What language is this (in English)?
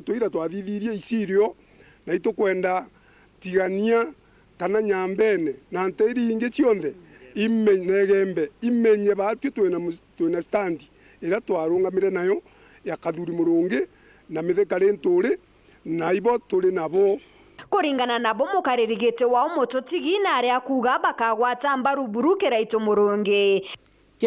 Meru